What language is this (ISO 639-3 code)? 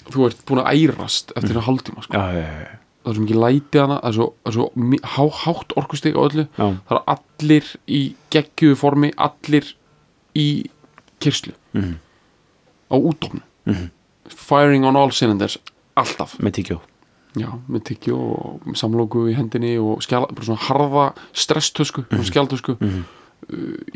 isl